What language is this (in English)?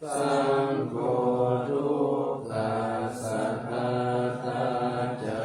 Pali